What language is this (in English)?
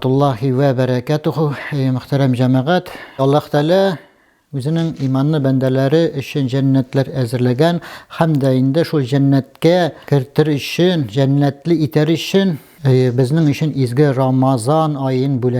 Tatar